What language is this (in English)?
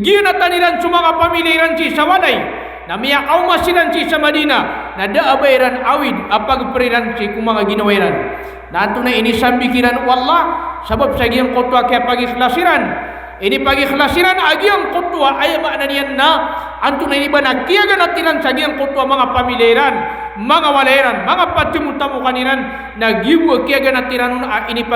Maranao